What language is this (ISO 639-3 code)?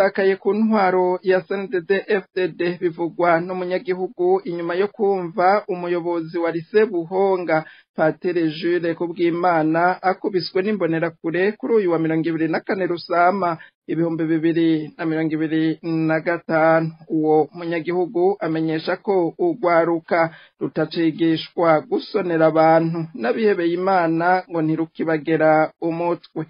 run